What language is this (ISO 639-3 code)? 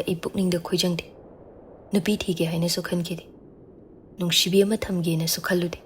mni